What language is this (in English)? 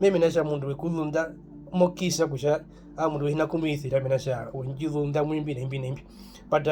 Herero